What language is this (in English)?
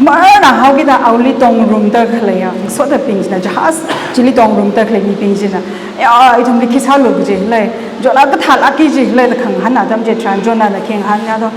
Tangkhul Naga (India)